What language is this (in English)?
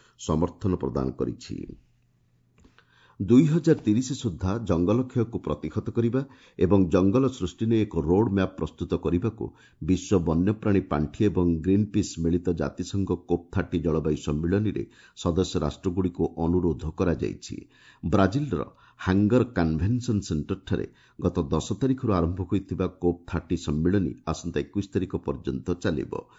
Odia